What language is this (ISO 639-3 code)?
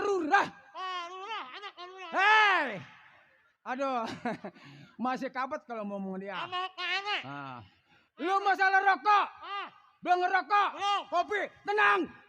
bew